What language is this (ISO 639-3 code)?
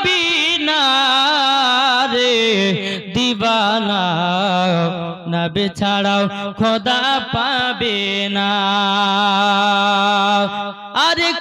ben